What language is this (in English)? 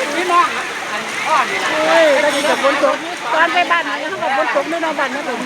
Northeastern Thai